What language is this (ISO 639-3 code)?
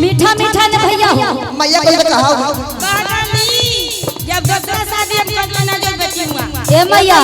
mag